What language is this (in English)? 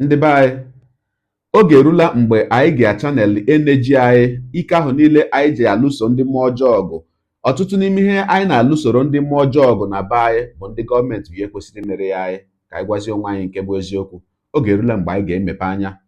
Igbo